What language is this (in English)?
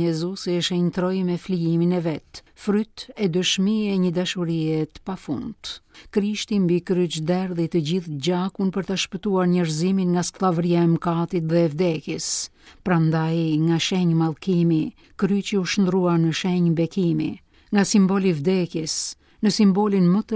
Albanian